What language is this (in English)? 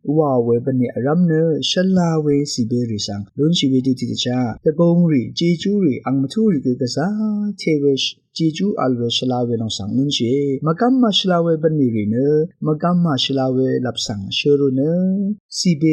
Rawang